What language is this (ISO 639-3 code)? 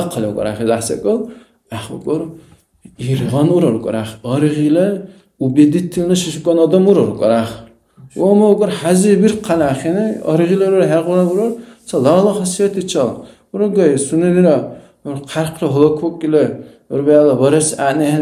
dar